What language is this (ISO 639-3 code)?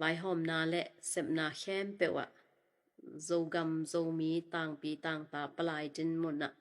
ctd